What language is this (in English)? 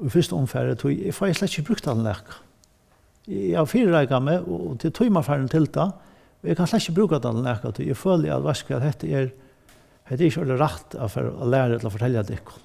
Faroese